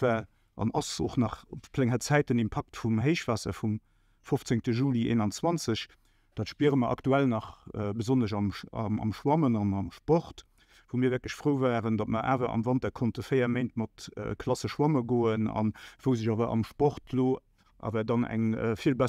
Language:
Luxembourgish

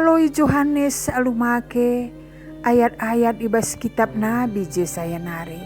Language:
Batak Karo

